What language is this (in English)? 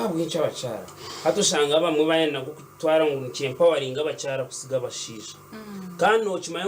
Nyankole